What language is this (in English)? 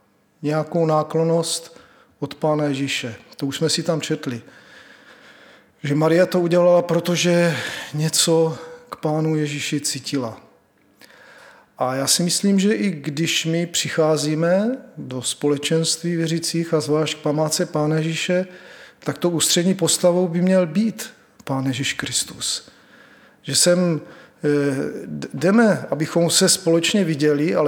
Czech